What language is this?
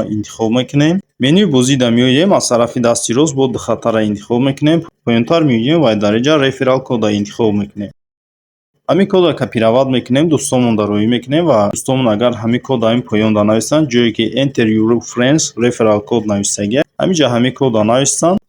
Tajik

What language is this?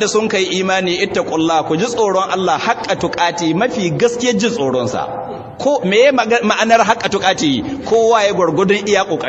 Hausa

